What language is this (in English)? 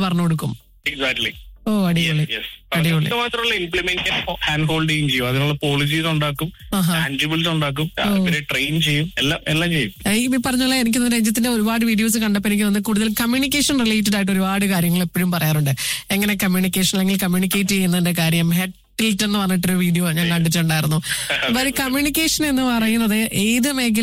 Malayalam